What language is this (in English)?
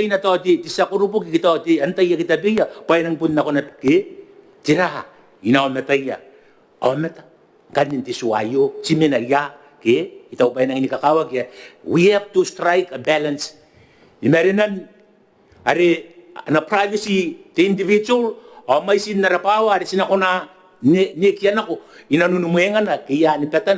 Gilbertese